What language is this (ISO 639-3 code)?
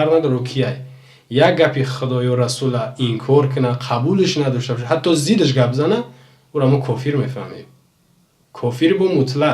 tgk